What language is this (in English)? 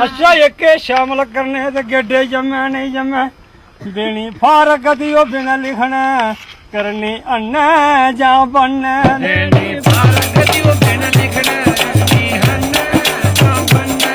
Dogri